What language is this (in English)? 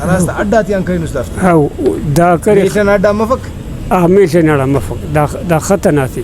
Brahui